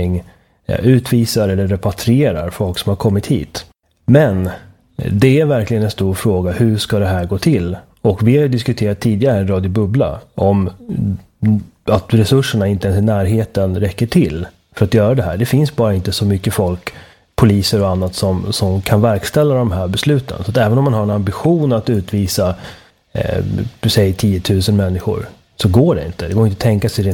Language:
Swedish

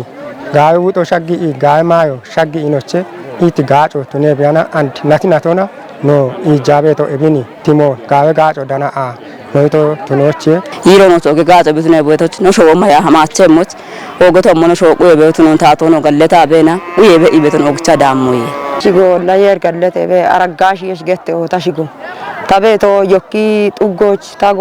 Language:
Kafa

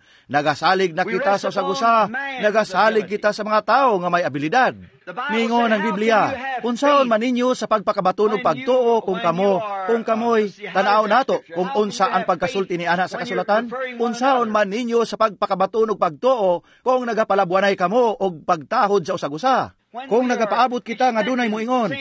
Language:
Cebuano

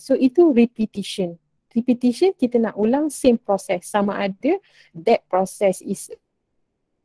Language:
Malay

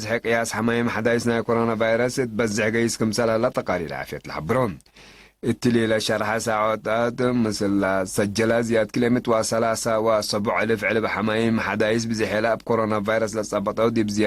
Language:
Tigre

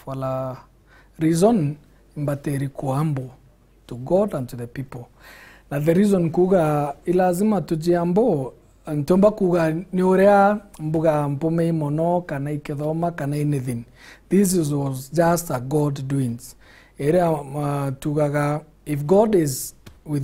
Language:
Meru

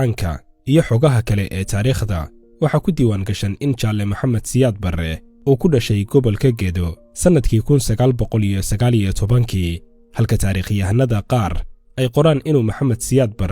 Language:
Somali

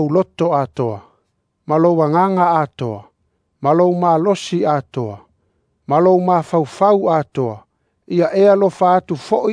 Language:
Samoan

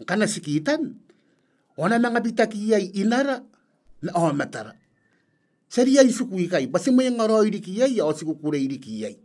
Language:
Gilbertese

